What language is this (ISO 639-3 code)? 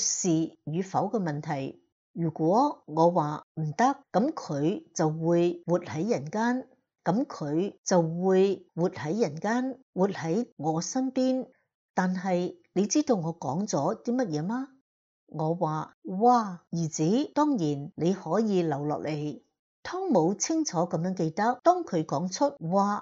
yue